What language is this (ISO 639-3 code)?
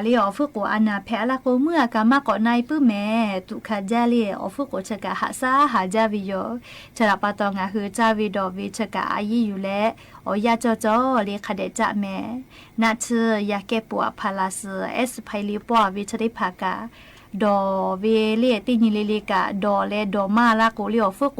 lhu